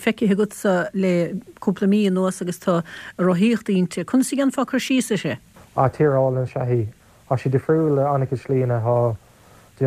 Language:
Irish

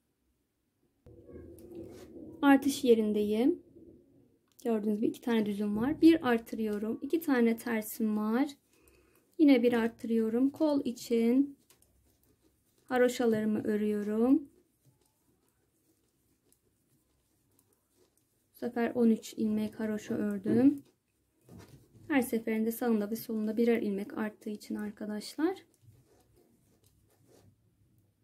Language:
Turkish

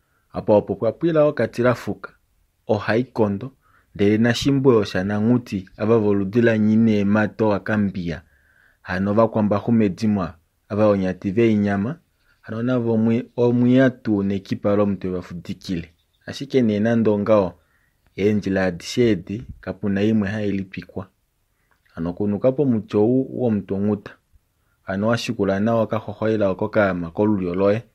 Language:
Kuanyama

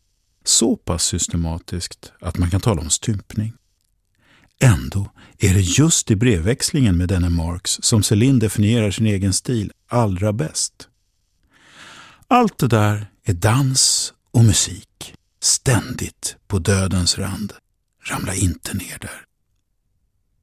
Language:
Swedish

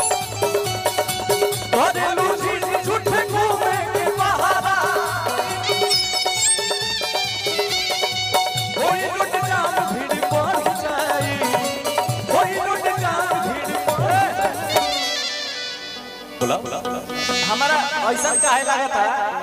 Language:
Bhojpuri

